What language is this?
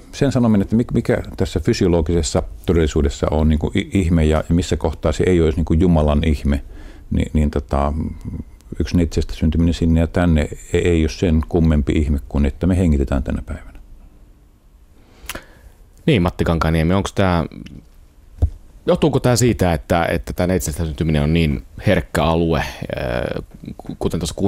Finnish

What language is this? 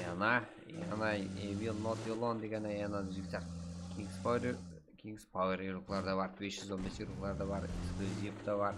Kara-Kalpak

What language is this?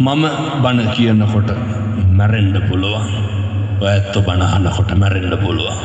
Sinhala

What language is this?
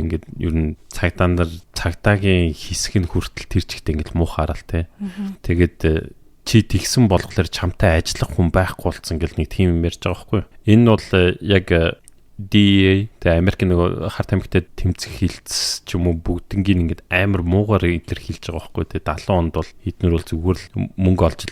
Mongolian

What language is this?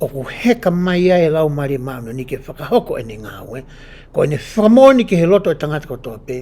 Tongan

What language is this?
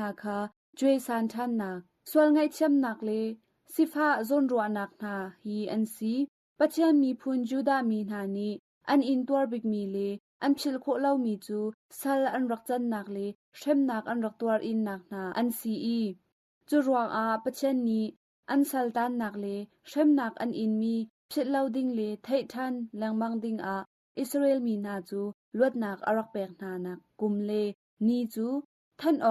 Hakha Chin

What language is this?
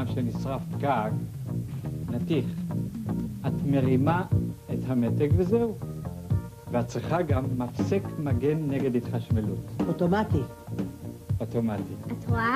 Hebrew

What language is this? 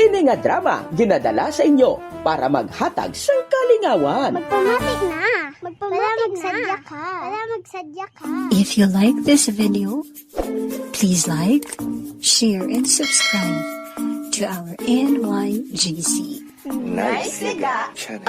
Hiligaynon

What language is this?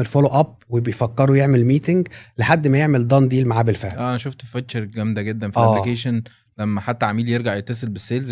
Egyptian Arabic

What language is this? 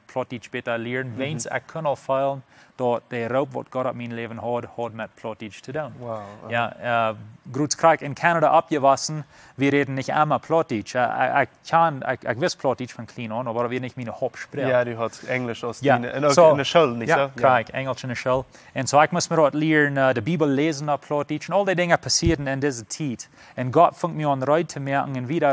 Plautdietsch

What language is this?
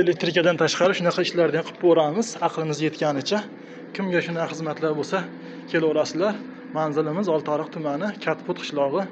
Uzbek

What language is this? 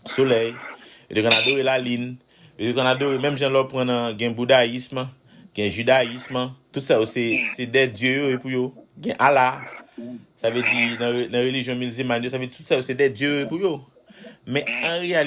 Haitian Creole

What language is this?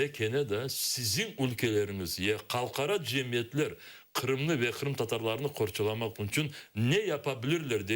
Crimean Tatar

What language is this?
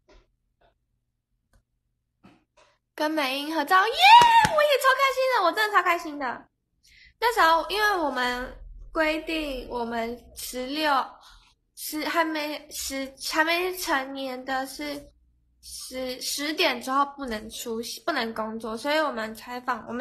Chinese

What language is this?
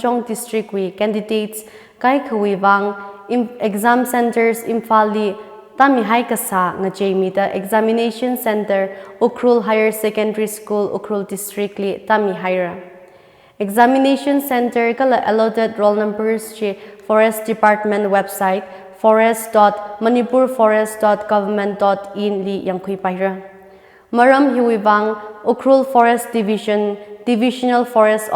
Tangkhul Naga (India)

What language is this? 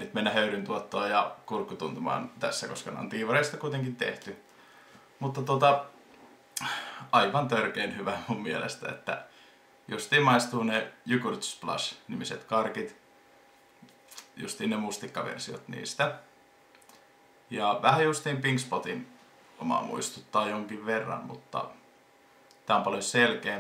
Finnish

